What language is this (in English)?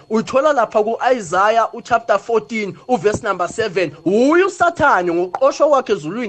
South Ndebele